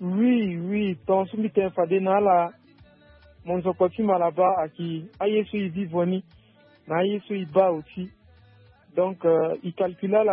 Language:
Sango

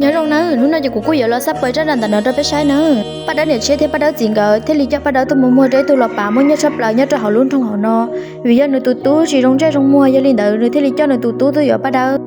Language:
Hmong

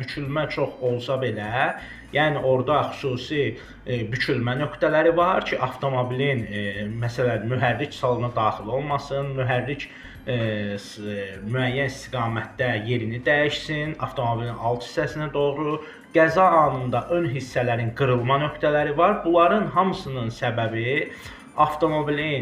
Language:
Azerbaijani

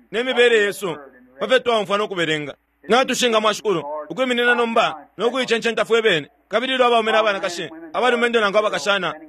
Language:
Bemba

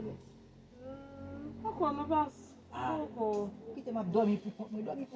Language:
Haitian Creole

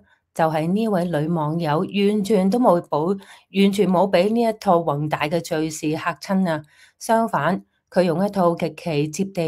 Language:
Cantonese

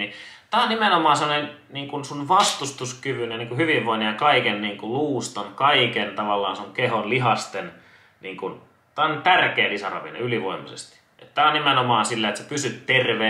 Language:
Finnish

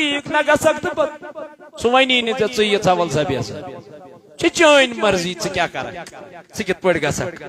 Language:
Kashmiri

